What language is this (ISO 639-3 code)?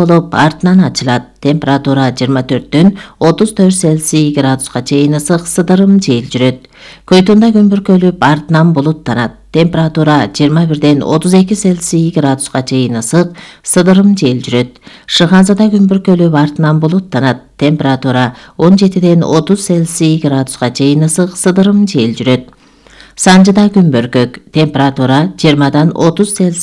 kir